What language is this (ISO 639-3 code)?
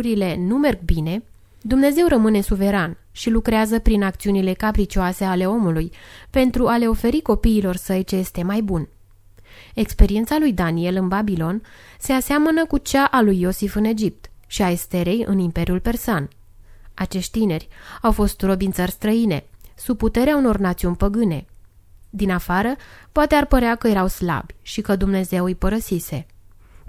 ron